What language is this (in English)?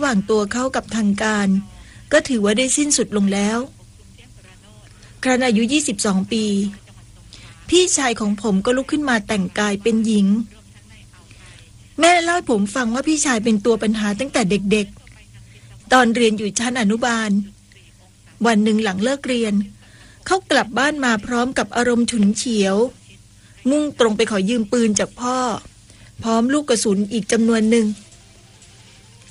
Thai